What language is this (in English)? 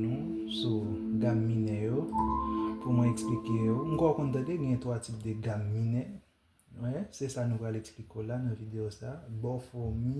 Haitian Creole